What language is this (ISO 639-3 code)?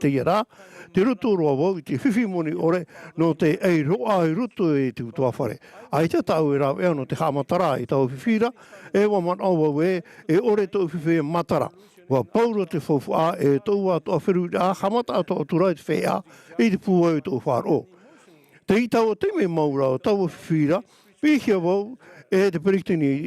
tah